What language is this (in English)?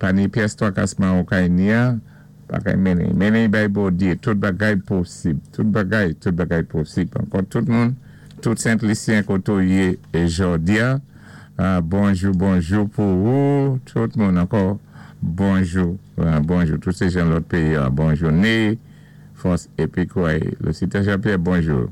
Saint Lucian Creole French